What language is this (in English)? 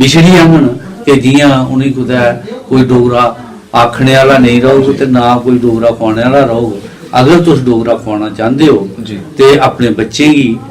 Dogri